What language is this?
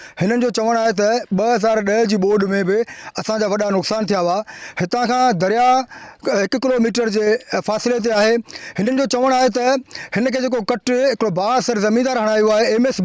Sindhi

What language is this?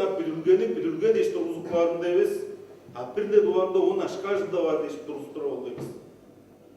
Tuvinian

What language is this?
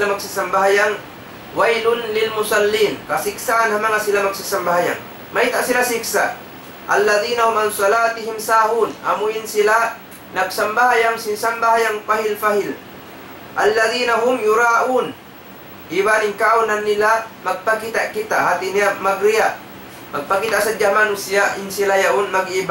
Tausug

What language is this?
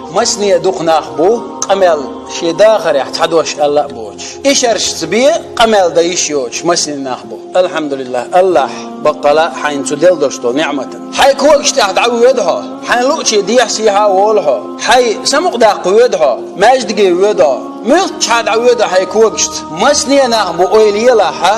Chechen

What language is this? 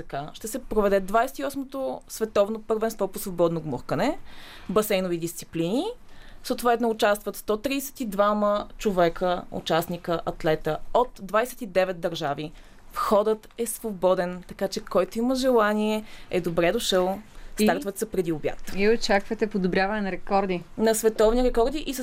Bulgarian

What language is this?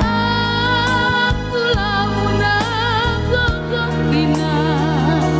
Batak Simalungun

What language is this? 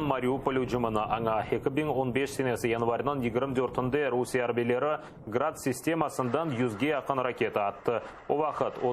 Crimean Tatar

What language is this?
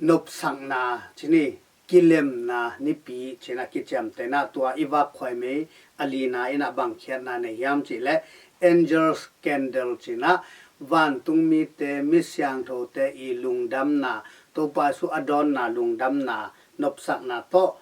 Tedim Chin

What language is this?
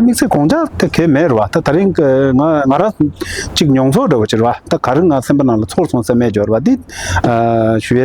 Tibetan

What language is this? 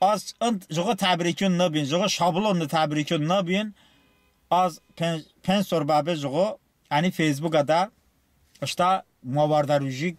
Talysh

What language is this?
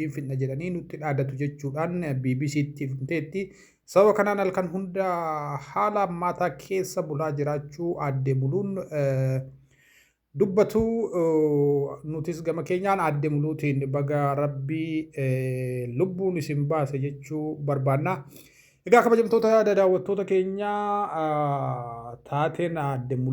Oromo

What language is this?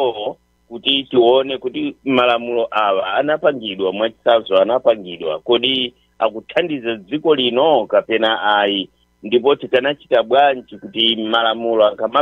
Nyanja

